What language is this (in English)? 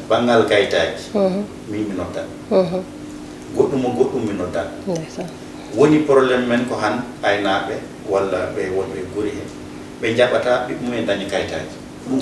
Fula